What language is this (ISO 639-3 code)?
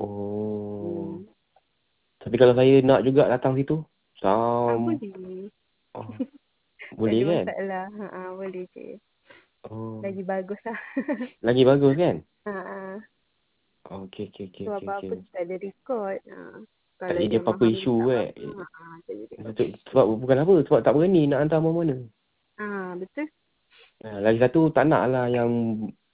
msa